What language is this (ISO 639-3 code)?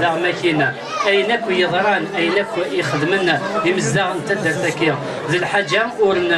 kab